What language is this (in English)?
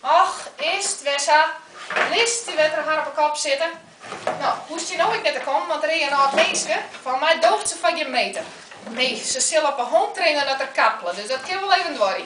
Western Frisian